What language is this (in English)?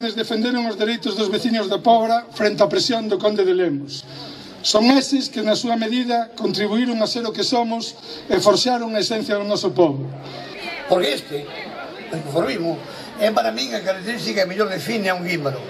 Galician